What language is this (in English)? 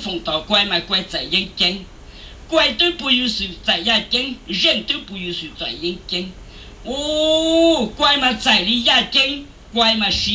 Hmong